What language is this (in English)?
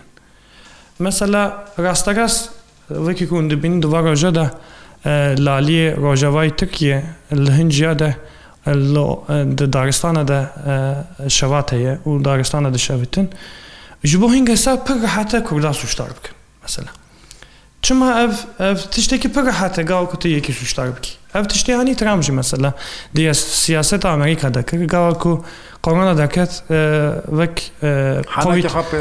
Kurdish